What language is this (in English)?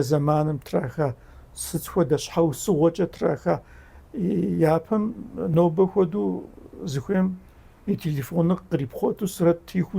Kabardian